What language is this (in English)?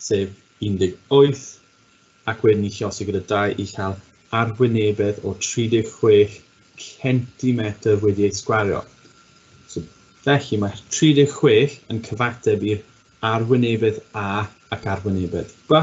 Welsh